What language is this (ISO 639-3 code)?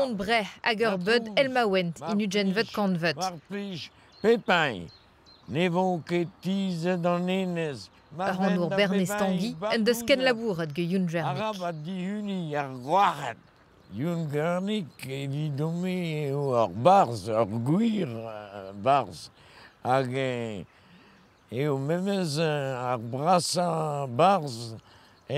bre